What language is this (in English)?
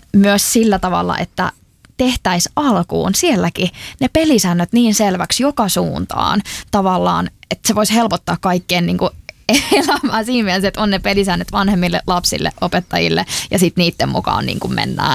Finnish